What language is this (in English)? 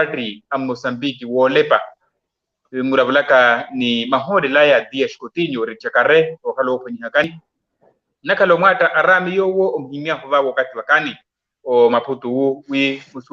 Makhuwa